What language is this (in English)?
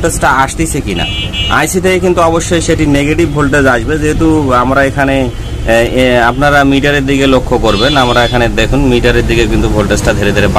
Bangla